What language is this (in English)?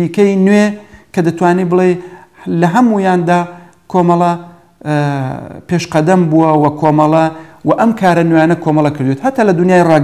Central Kurdish